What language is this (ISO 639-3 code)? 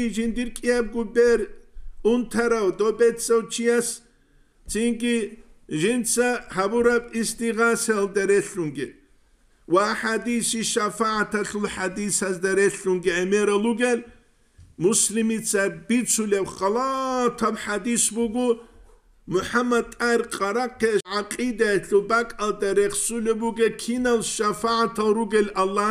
ava